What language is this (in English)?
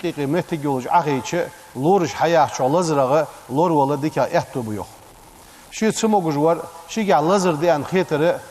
Ingush